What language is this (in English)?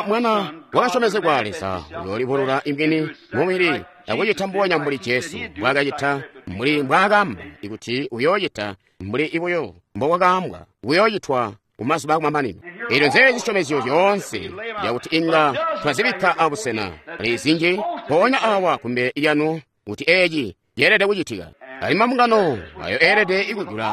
Tonga (Zambia)